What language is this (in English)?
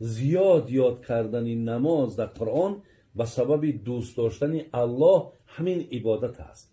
Tajik